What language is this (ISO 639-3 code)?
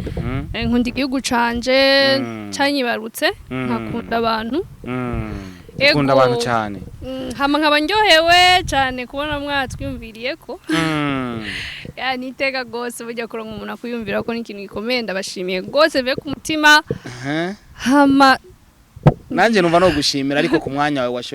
run